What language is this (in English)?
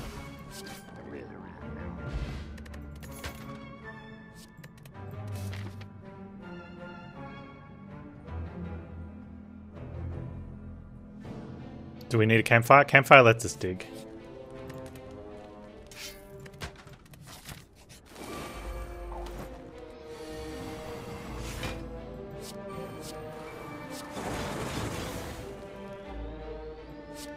English